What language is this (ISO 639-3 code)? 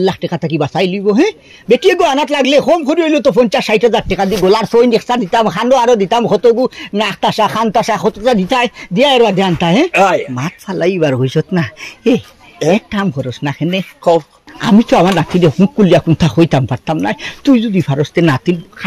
syl